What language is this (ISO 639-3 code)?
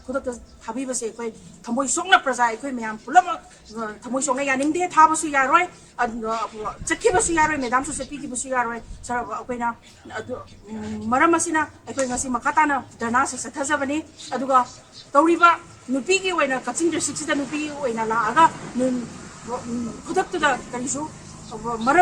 mni